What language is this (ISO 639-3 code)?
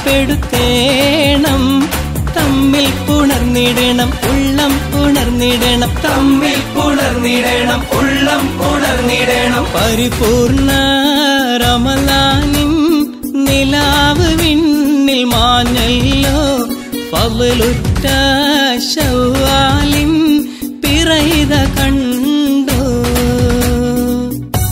mal